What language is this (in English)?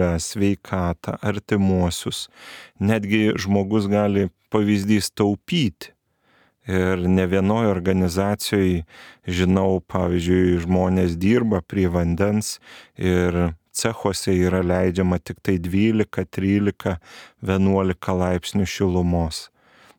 Lithuanian